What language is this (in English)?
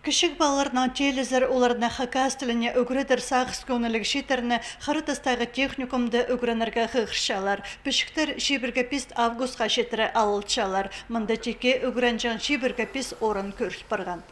Khakas